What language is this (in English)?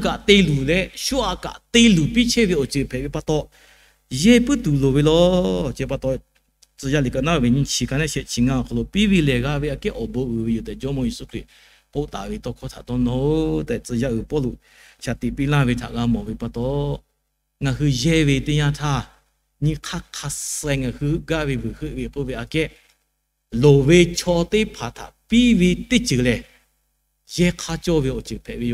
Lahu